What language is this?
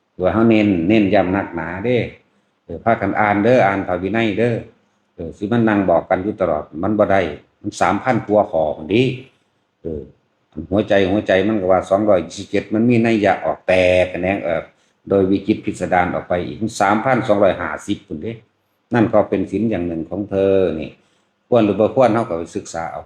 Lao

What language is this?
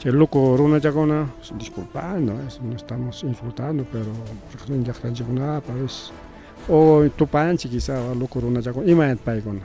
Ayacucho Quechua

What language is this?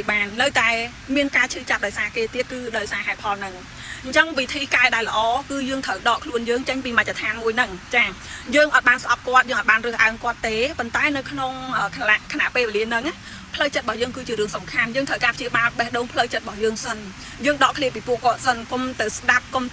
Khmer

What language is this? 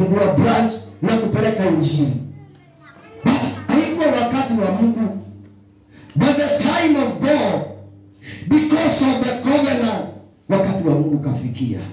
Swahili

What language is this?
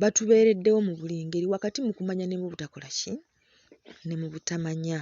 Ganda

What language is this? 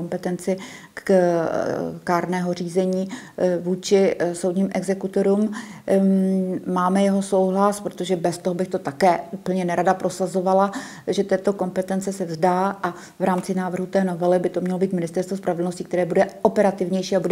Czech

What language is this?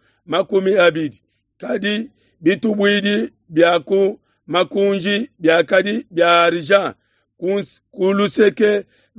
Luba-Lulua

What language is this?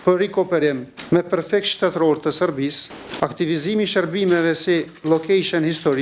Albanian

